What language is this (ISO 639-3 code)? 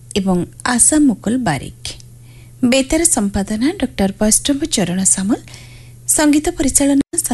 ori